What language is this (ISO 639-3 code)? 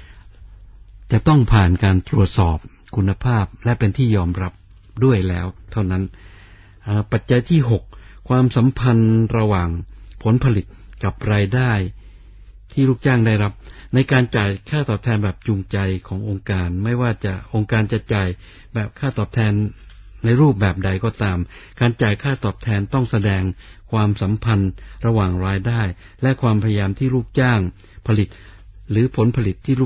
tha